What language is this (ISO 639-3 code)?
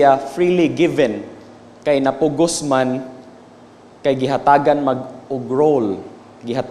ceb